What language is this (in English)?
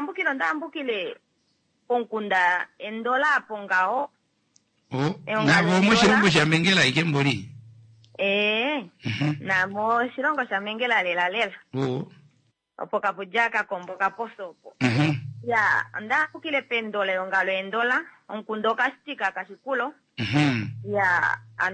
Kuanyama